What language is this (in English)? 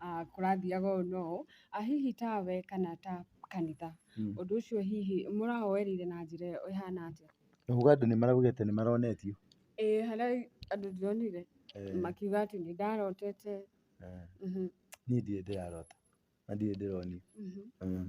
Kikuyu